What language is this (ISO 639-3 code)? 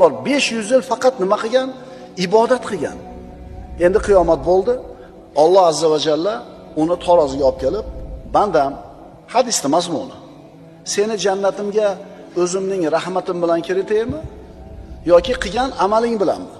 uzb